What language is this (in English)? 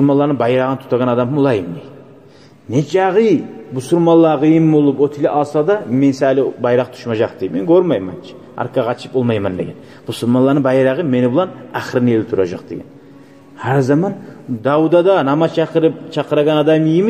Kumyk